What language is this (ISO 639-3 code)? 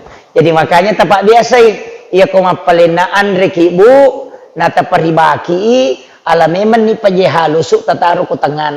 bug